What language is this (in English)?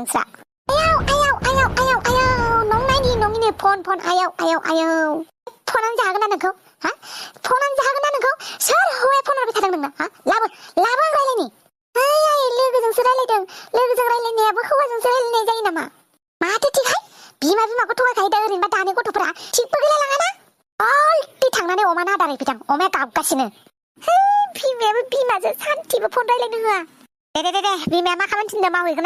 Bodo